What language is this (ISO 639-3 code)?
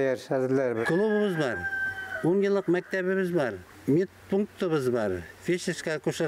bak